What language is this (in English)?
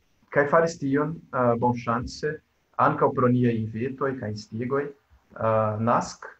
Esperanto